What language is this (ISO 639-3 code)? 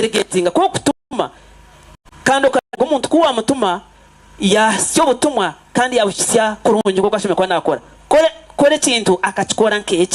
nyn